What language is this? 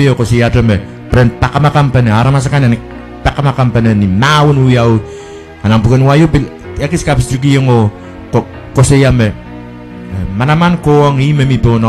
Pohnpeian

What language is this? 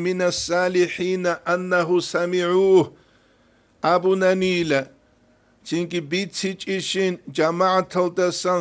Avaric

